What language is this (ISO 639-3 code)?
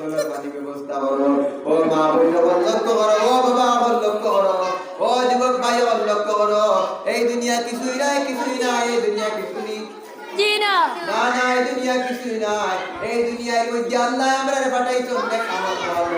syl